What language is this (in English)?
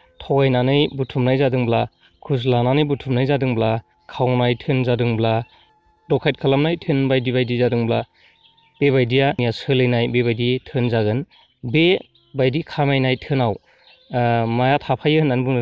Bodo